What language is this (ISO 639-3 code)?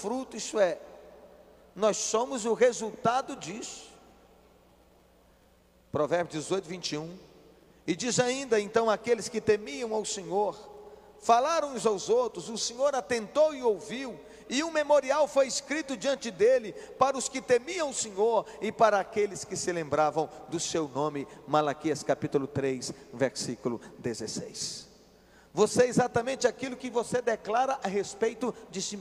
por